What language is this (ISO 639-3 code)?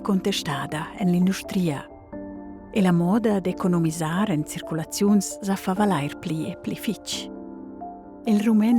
roh